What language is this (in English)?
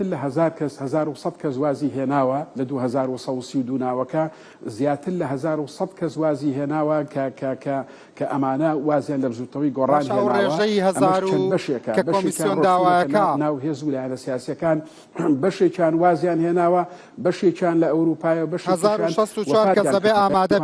Central Kurdish